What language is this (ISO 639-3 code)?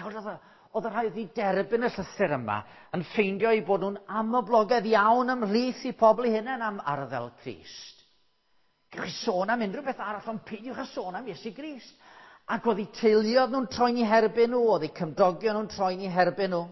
cym